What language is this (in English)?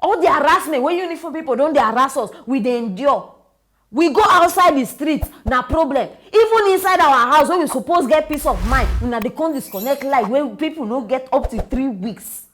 Nigerian Pidgin